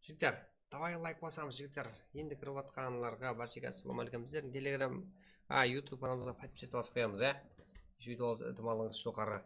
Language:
Kara-Kalpak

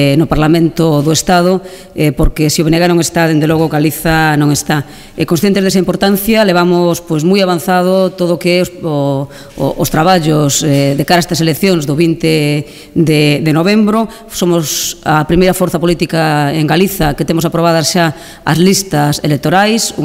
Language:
Galician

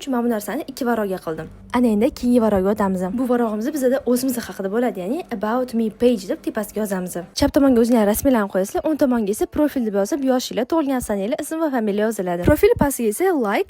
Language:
Uzbek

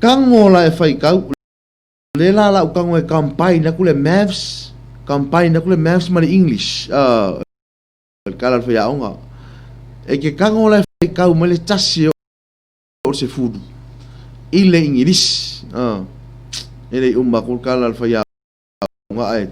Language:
Samoan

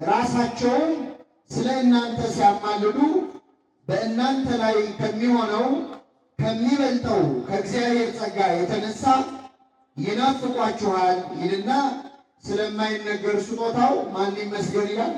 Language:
Amharic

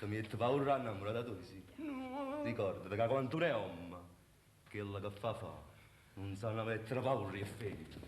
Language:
Neapolitan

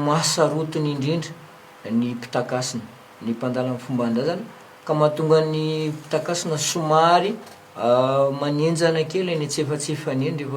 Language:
Malagasy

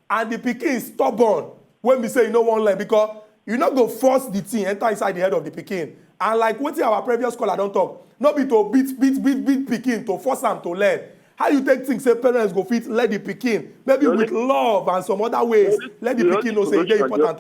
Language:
Nigerian Pidgin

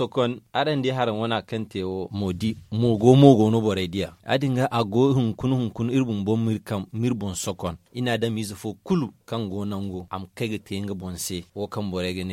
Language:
Zarma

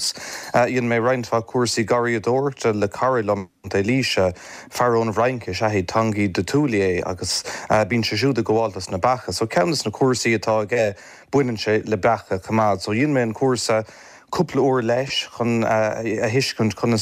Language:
Irish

